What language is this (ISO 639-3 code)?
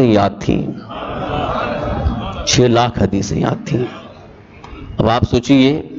urd